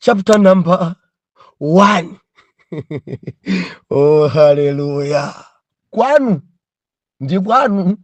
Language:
Nyanja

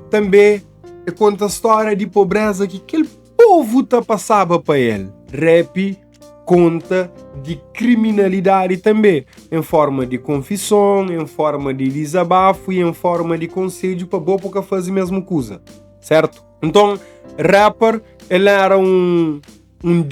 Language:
Kabuverdianu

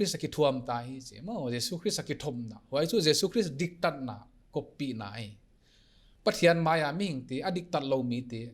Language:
Paite Chin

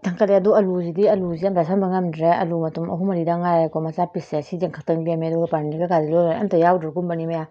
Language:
Manipuri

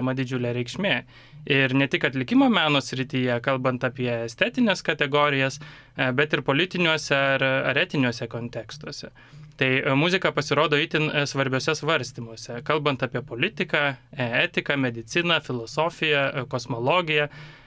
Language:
Lithuanian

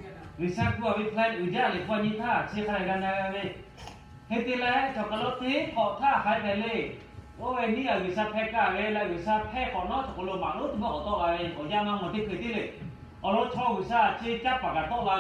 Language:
Lahu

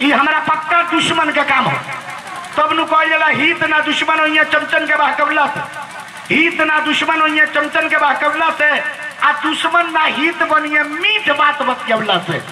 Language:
Bhojpuri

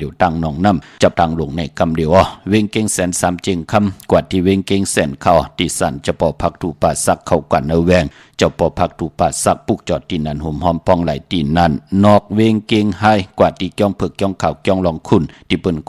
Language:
Shan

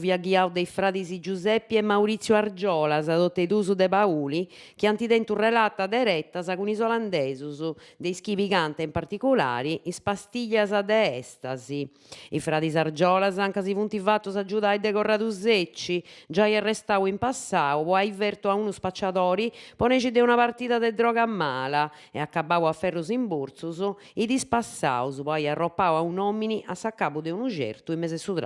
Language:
Sardinian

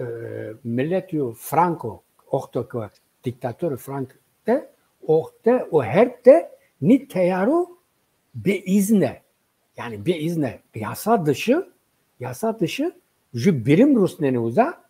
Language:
Zaza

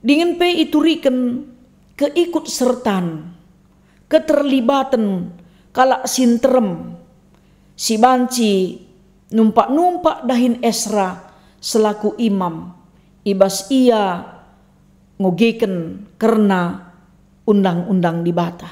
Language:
Batak Karo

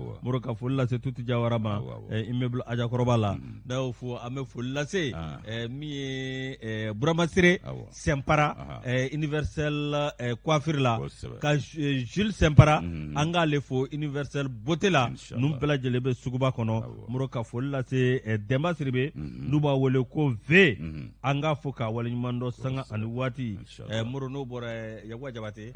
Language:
Bambara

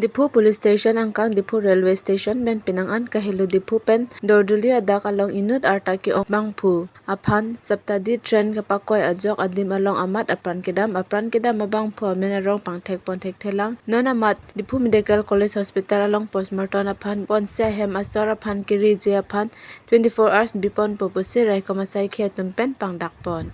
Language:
Karbi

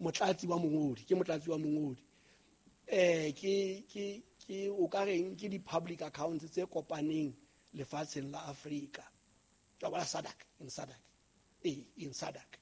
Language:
Southern Sotho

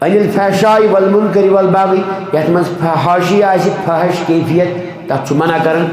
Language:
Kashmiri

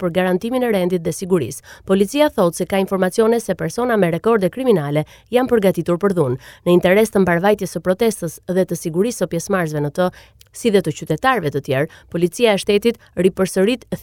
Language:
Albanian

